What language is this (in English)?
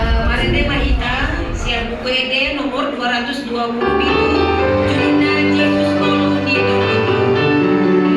Batak Toba